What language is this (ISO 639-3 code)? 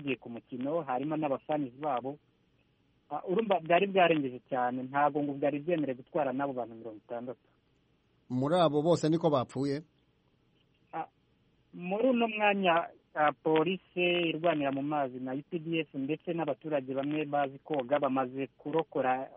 kin